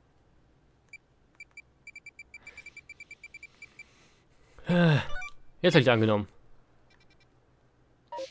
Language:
German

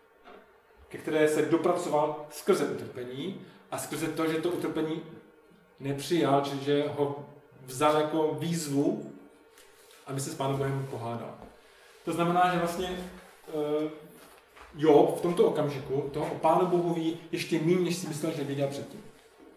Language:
Czech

